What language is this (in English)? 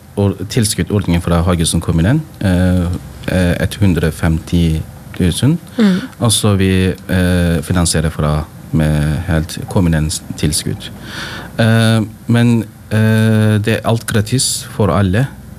Norwegian